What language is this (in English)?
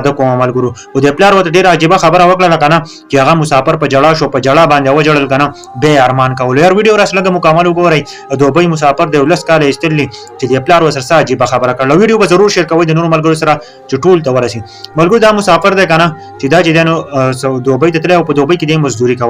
Pashto